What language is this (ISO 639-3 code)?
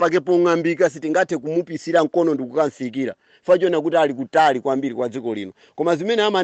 nya